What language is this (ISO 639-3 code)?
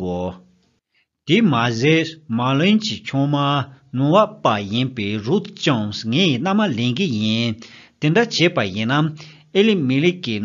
bod